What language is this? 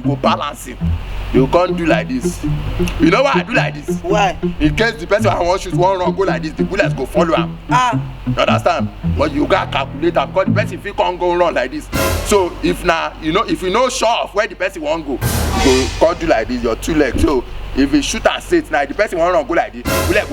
Nigerian Pidgin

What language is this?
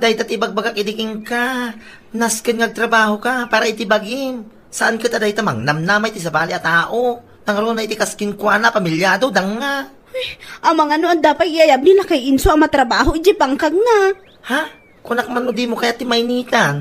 Iloko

